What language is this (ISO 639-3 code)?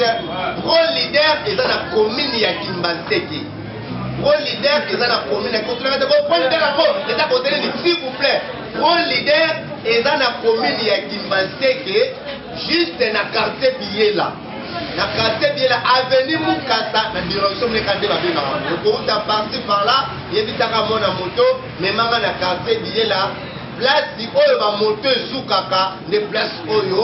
lin